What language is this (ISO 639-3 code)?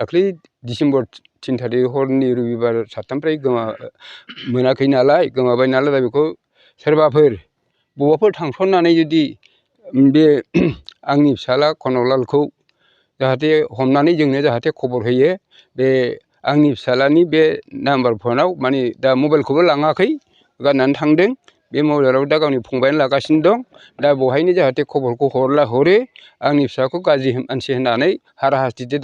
brx